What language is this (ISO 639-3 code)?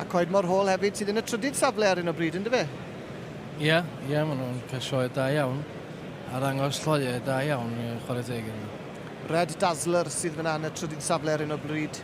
cym